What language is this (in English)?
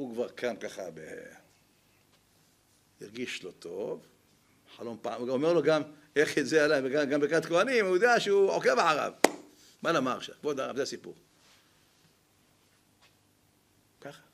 Hebrew